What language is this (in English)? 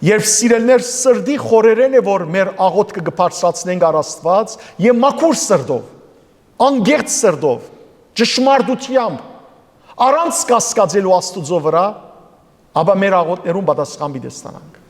Western Armenian